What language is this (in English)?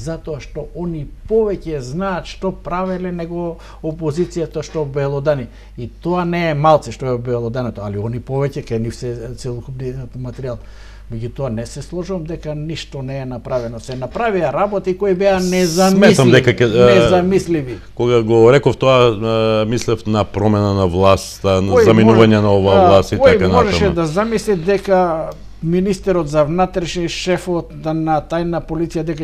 Macedonian